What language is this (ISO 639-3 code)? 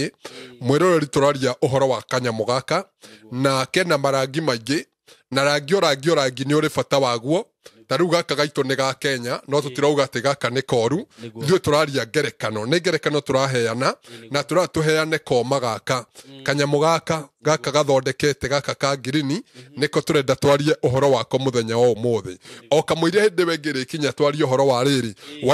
kik